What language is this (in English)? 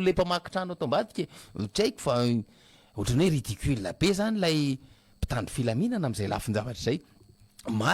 Malagasy